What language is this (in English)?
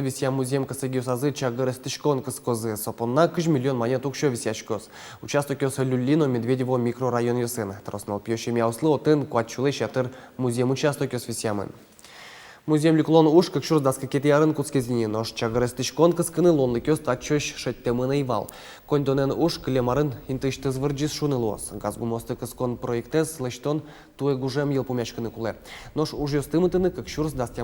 Udmurt